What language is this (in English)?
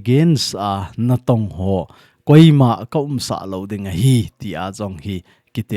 Thado Chin